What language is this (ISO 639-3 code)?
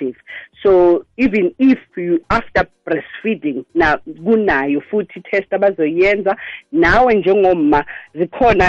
nbl